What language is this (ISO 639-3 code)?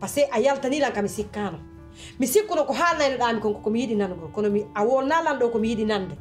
fuf